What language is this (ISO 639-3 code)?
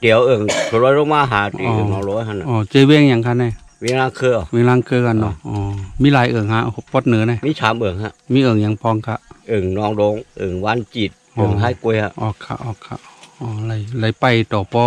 shn